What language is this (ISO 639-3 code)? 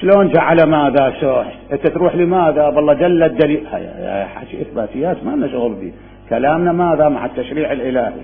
acm